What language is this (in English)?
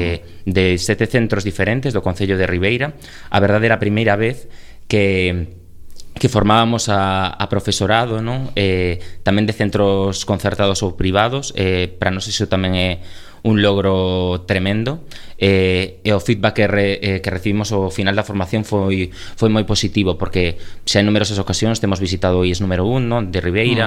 Galician